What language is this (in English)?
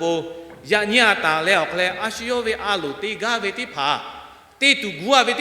Lahu